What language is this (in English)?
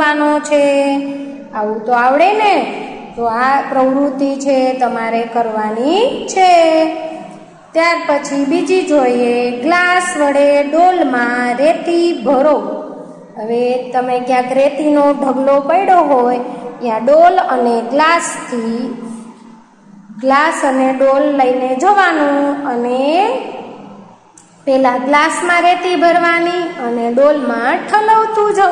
Gujarati